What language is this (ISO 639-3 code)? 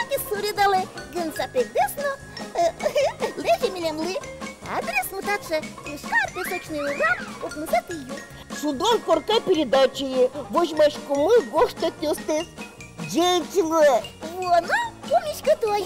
udm